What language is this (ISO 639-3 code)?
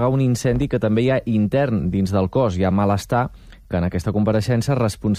cat